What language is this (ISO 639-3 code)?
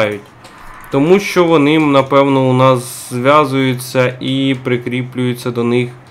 ukr